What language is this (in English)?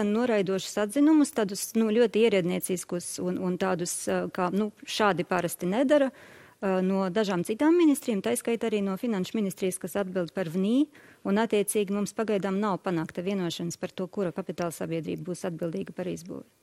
Latvian